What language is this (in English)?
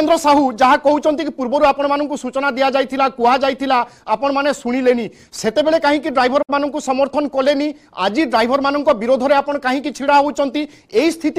Odia